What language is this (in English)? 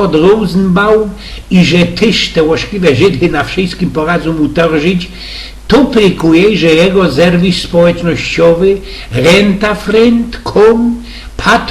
Silesian